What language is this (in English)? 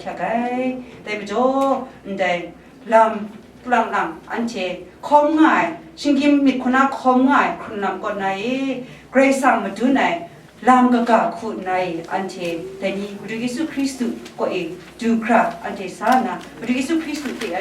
Kachin